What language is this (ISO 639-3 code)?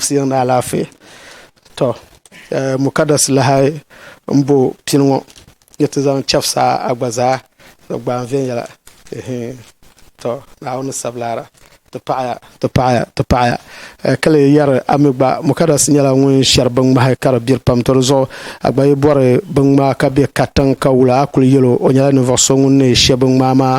dag